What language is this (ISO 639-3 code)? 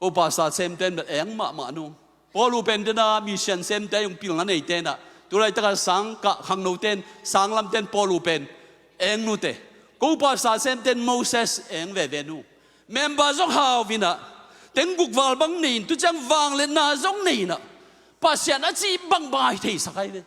ctd